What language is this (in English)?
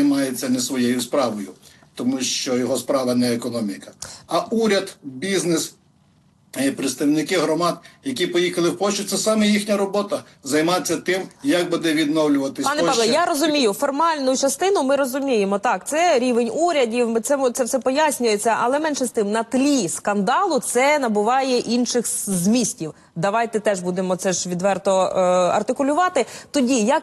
Ukrainian